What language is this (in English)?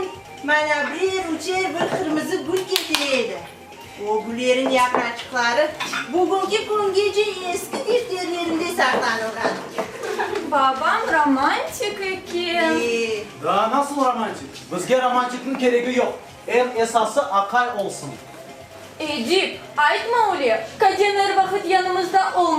Crimean Tatar